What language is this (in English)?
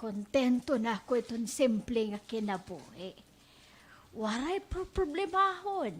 Waray